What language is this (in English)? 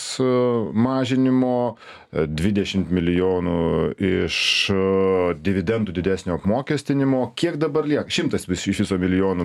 Lithuanian